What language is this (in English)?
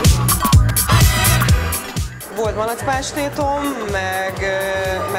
Hungarian